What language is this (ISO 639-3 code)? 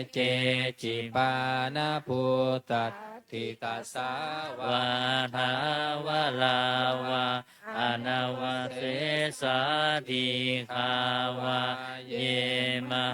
pli